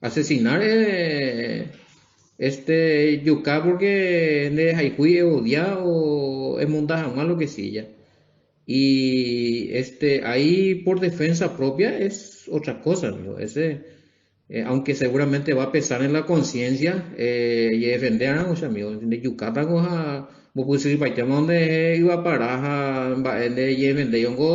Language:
Guarani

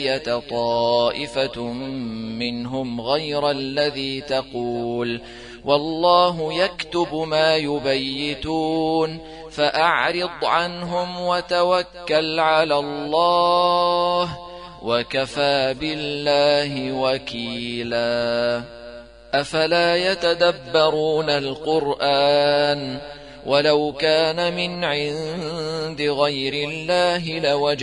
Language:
Arabic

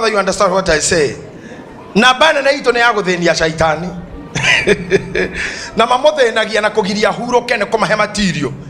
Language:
Kikuyu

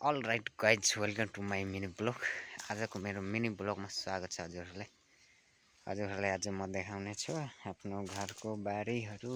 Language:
Nepali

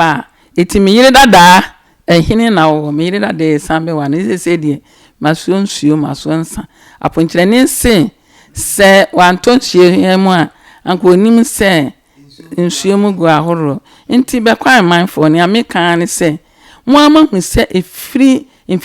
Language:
Akan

